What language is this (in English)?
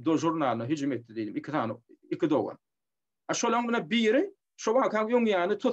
Turkmen